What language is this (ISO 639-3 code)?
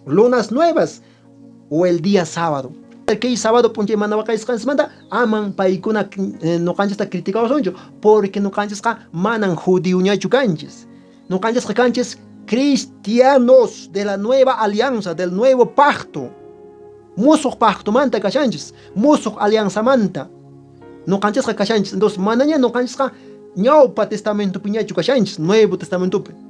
que